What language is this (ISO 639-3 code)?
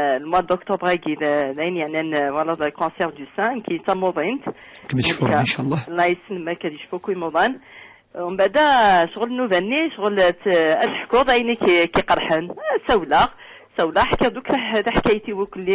kab